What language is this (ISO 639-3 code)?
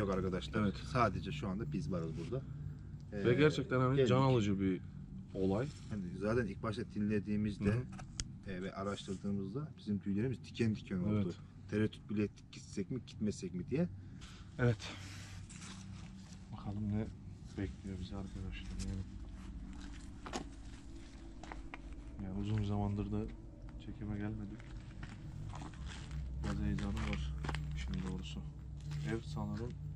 tur